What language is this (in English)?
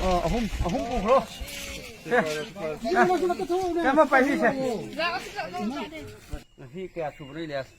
Manipuri